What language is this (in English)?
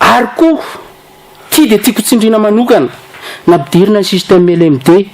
Malagasy